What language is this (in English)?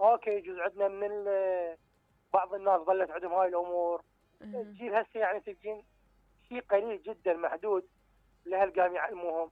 Mesopotamian Arabic